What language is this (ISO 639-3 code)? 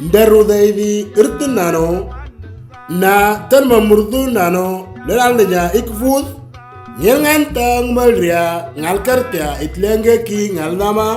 mor